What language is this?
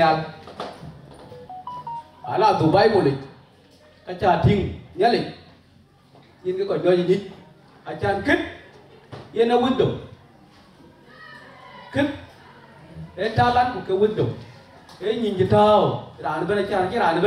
Vietnamese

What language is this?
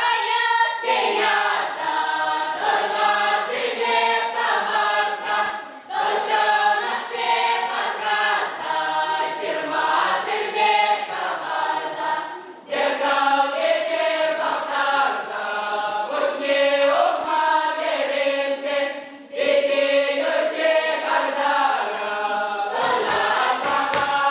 Chuvash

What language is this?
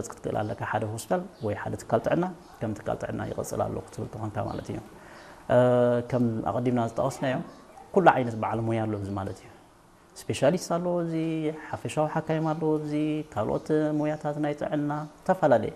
Tigrinya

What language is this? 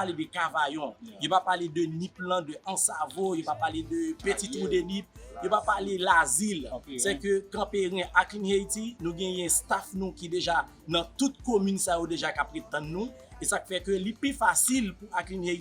Haitian Creole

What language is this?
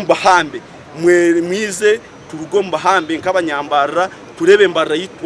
Nyankole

